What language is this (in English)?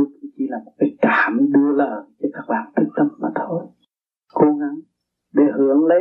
Vietnamese